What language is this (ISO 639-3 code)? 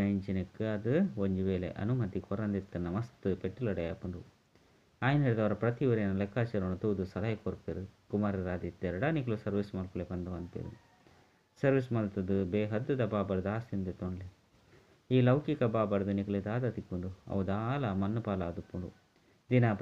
tcy